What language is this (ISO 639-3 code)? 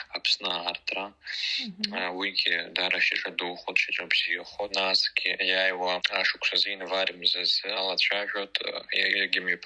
abk